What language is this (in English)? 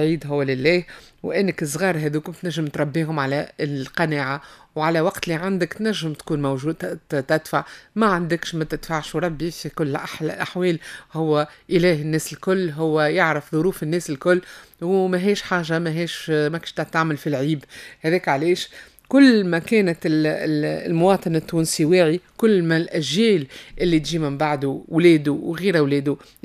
Tunisian Arabic